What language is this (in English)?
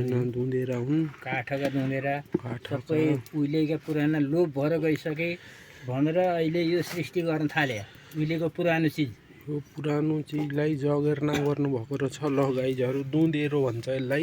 Nepali